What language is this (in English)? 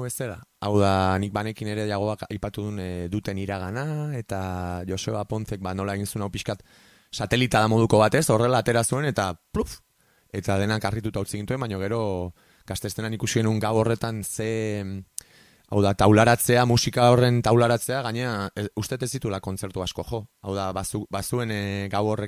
Basque